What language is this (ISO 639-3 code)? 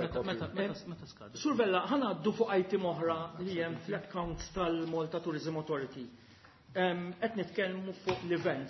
mlt